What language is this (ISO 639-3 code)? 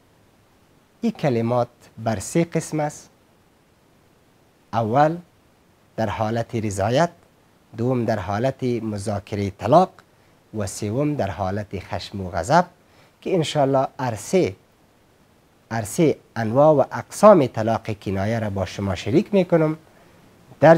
fas